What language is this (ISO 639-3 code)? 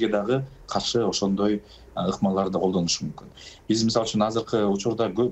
kir